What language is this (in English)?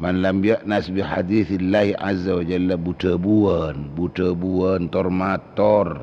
Madurese